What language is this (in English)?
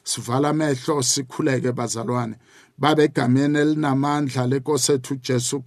South Ndebele